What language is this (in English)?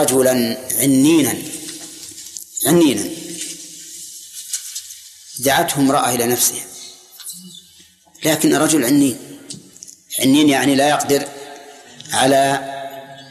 Arabic